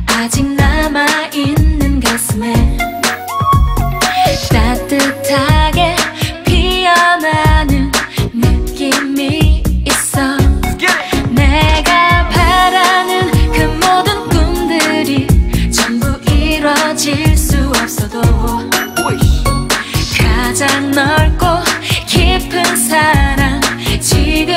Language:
Korean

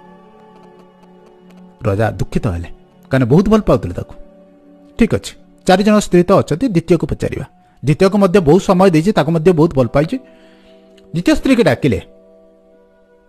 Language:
Odia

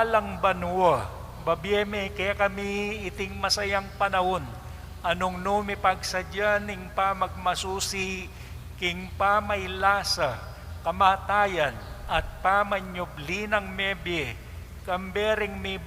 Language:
Pampanga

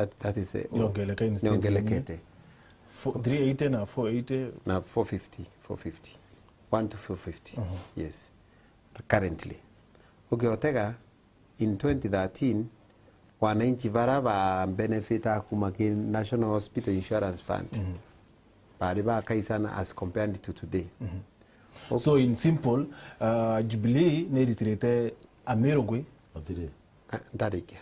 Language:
Meru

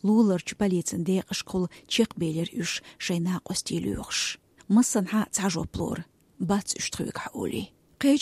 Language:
Chechen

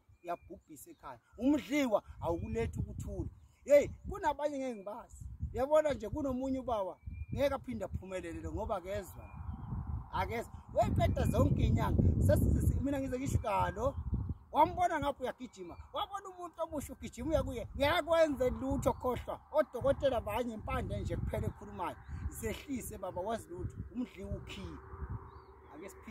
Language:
Zulu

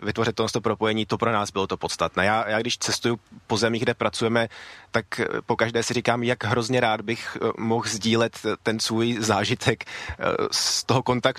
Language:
Czech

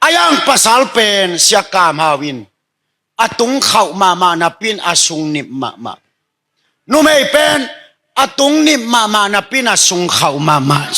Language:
Tedim Chin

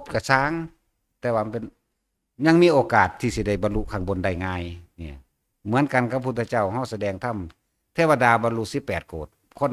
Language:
Northeastern Thai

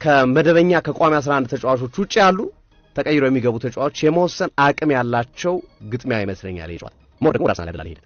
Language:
Amharic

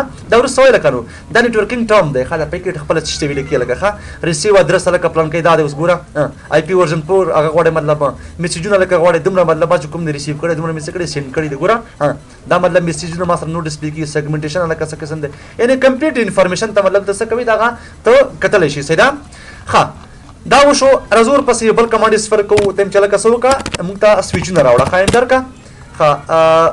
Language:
Pashto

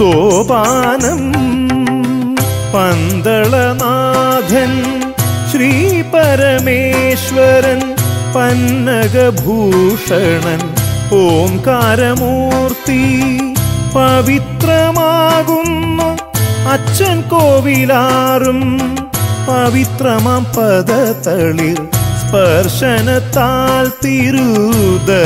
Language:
Malayalam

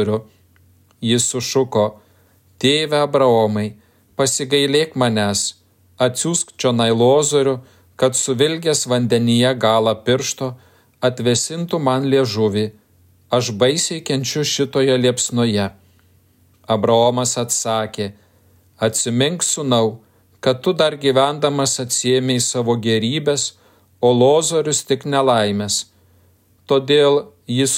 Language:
Lithuanian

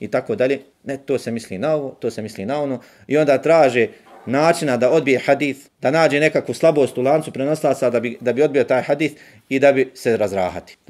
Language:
Bosnian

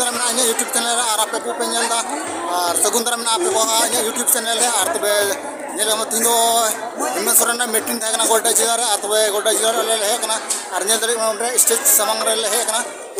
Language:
Santali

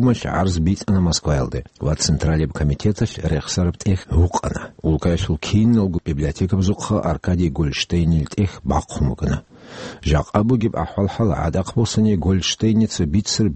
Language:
Avaric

